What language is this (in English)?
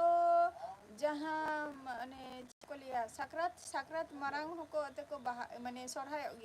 Santali